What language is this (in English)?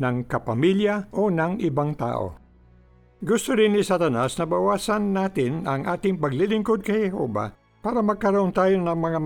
Filipino